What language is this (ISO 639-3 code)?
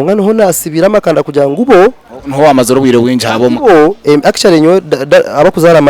nyn